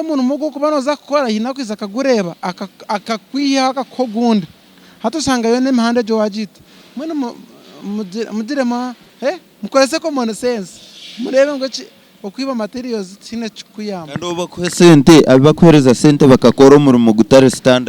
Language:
Nyankole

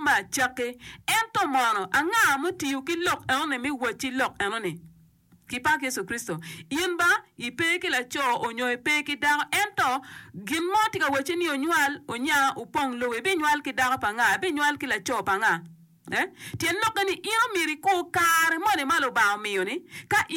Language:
Acoli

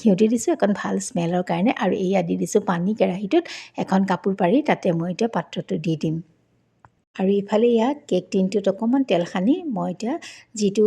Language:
Assamese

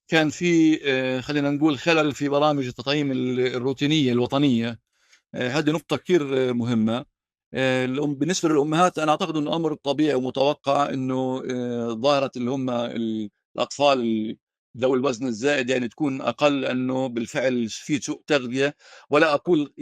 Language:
North Levantine Arabic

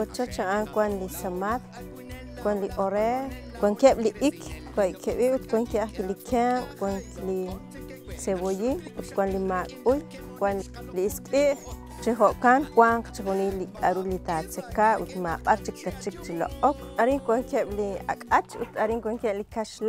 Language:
Kekchí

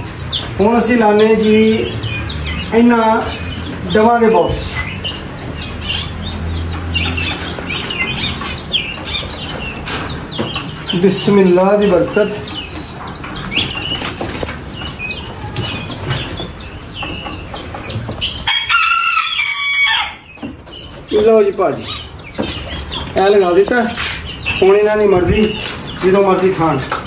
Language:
Punjabi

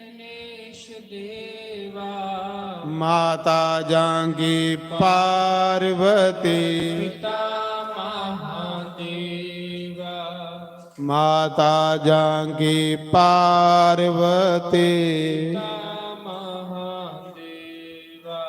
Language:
Dogri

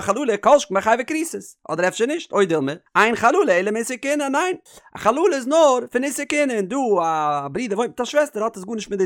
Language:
Yiddish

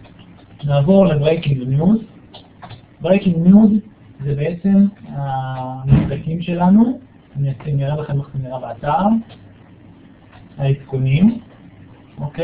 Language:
Hebrew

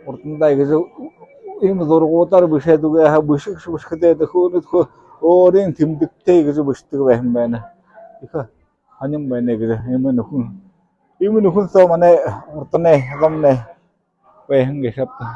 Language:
Buriat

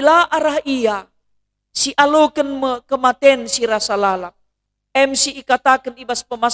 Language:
Batak Karo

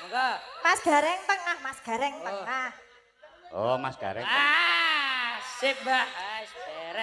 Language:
Javanese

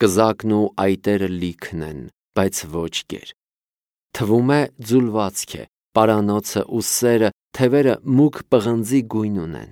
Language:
Armenian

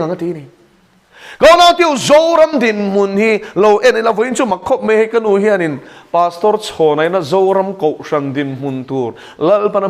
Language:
Mizo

